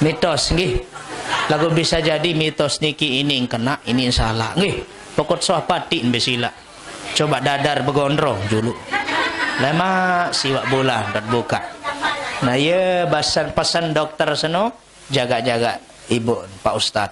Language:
Sasak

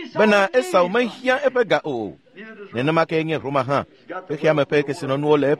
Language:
Ewe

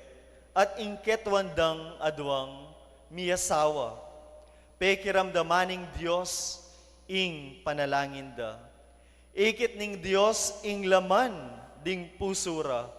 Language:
Pampanga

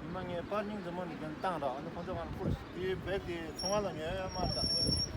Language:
Tibetan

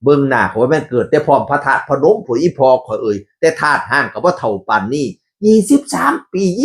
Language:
Northeastern Thai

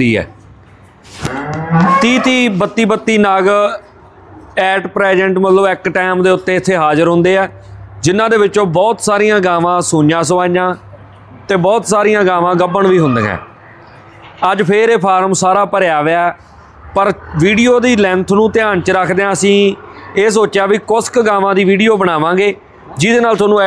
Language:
Punjabi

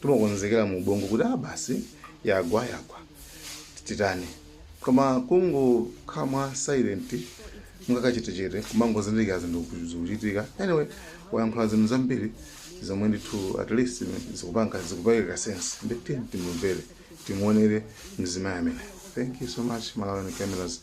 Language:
Nyanja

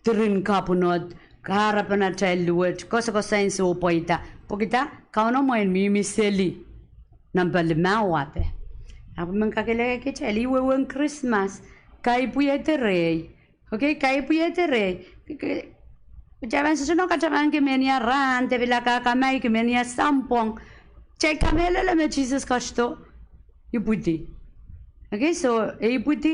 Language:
Pohnpeian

